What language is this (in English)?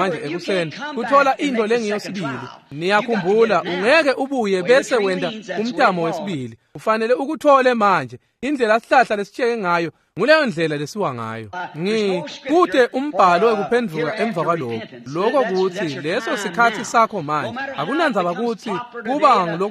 Swati